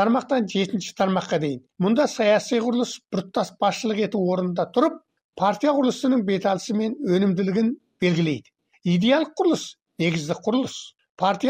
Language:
Kazakh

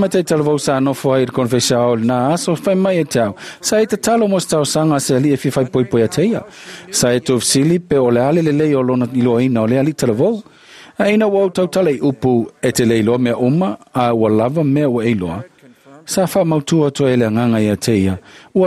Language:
Samoan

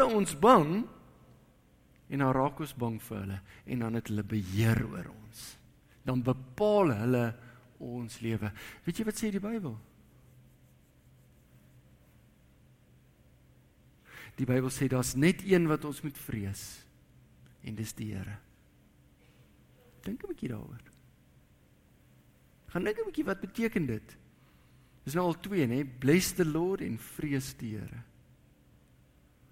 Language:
Afrikaans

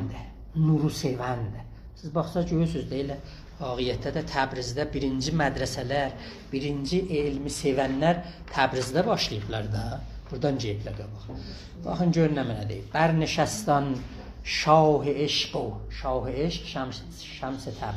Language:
South Azerbaijani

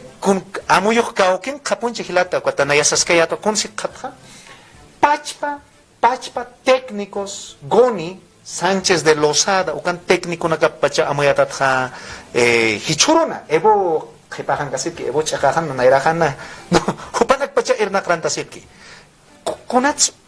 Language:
Aymara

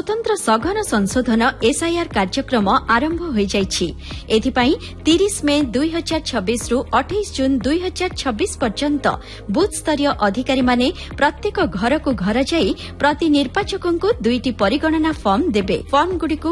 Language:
Odia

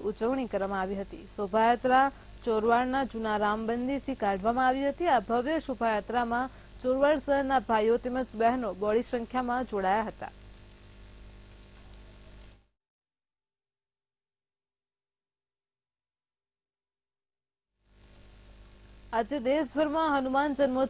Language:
Gujarati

